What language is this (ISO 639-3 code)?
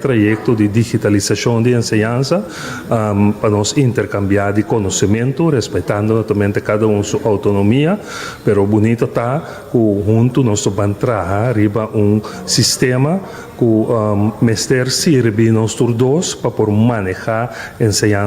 pap